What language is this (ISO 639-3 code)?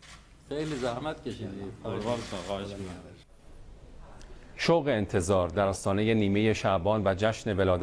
fas